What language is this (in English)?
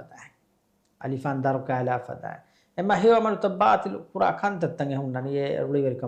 Divehi